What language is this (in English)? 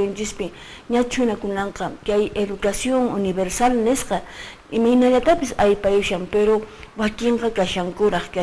Quechua